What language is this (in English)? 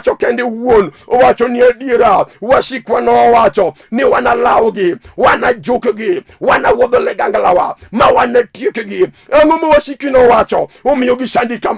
Luo (Kenya and Tanzania)